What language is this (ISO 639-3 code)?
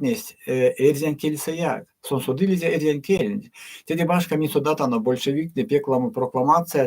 myv